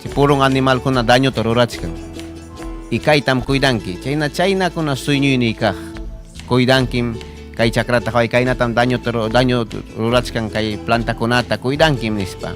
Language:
Ayacucho Quechua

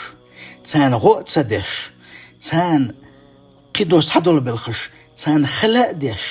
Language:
Chechen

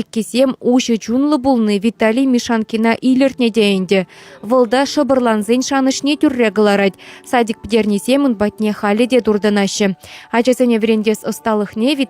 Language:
Chuvash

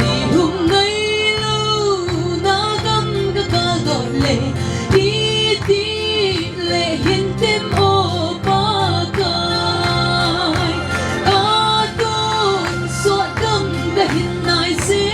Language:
Paite Chin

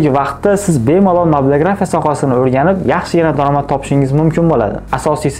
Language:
Uzbek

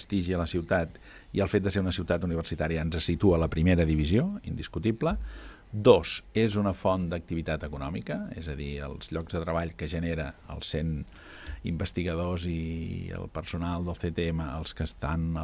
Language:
Catalan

